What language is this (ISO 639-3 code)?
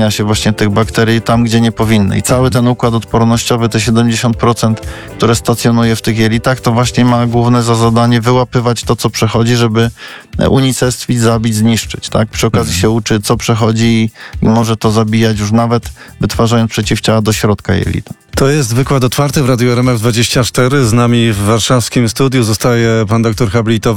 pol